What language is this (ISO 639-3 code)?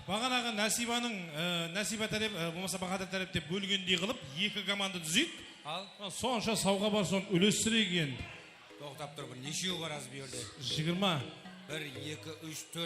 kaa